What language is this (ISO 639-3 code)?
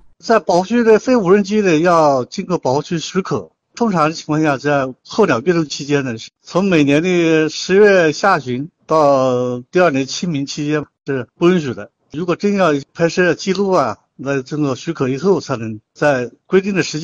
zho